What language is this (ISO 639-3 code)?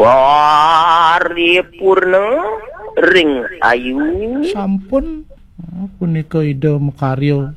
ban